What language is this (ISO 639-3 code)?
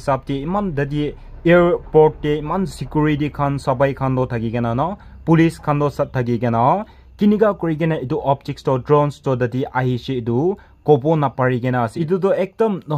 nag